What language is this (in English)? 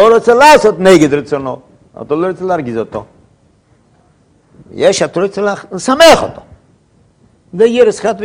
Hebrew